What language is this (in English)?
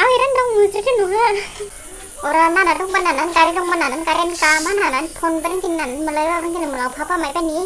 Dimasa